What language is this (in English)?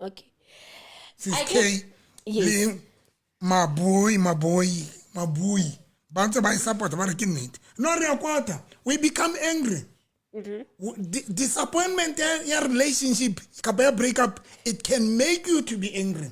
Southern Sotho